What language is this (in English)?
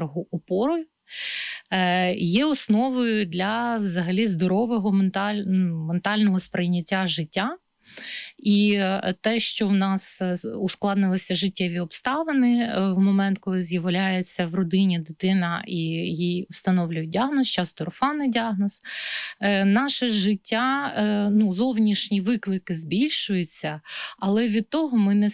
Ukrainian